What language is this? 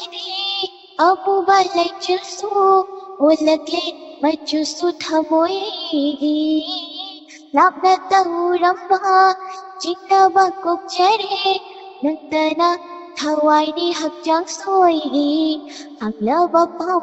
Manipuri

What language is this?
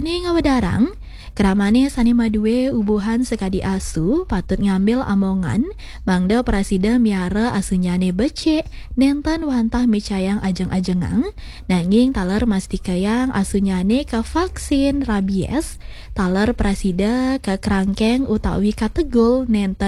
Balinese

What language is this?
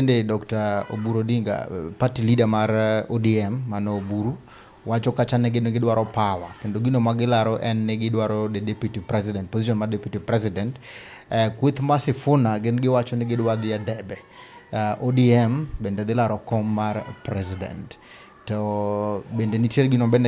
Luo (Kenya and Tanzania)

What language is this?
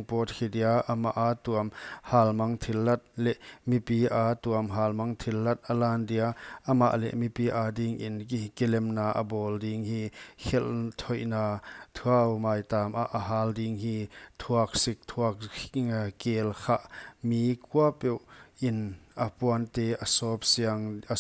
Paite Chin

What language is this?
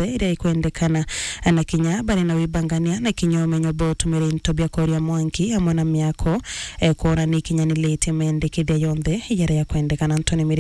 Meru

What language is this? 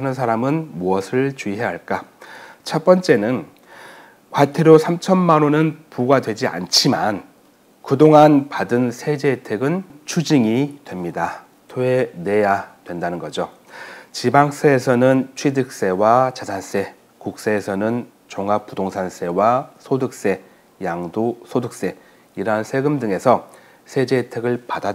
Korean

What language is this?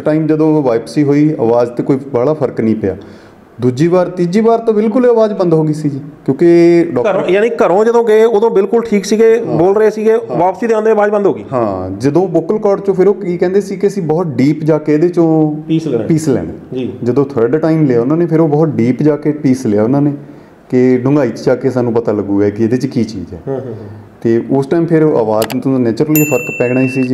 Punjabi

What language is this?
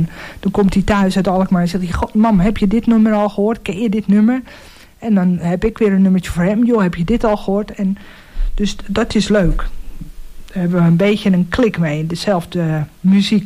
Dutch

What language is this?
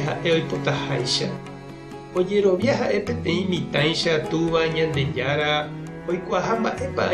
Guarani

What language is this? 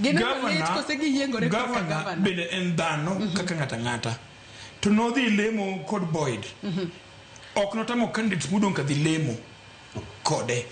Luo (Kenya and Tanzania)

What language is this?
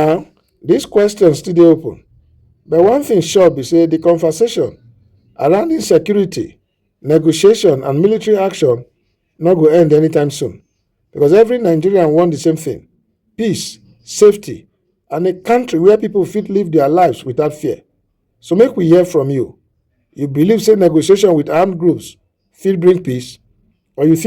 Nigerian Pidgin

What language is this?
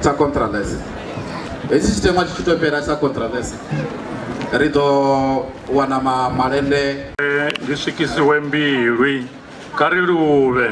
Venda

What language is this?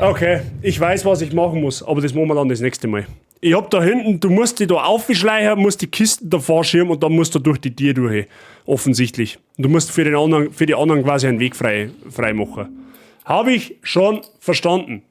Bavarian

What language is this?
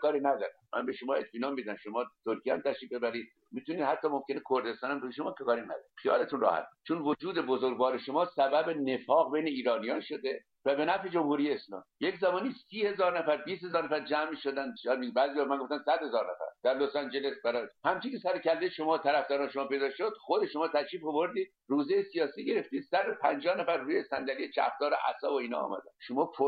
Persian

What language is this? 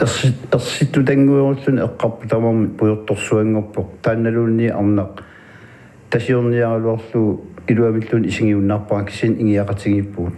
Kalaallisut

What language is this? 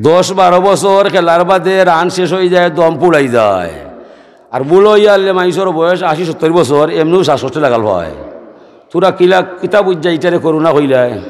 Sylheti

